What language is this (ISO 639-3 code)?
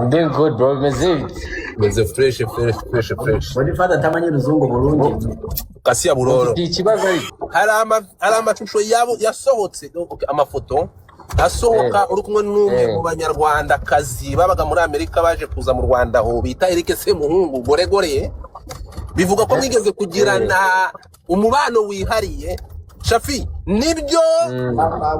kin